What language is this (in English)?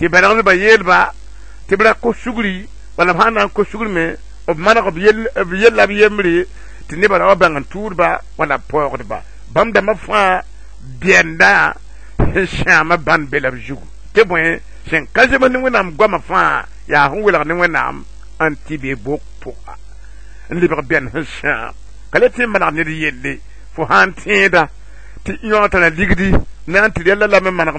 Mossi